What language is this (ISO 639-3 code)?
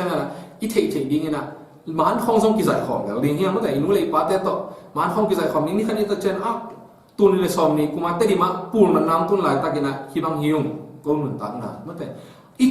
ctd